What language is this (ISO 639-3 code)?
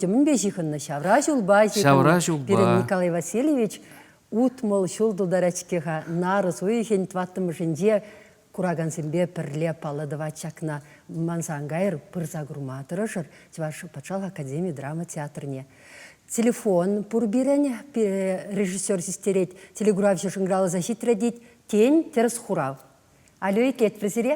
chv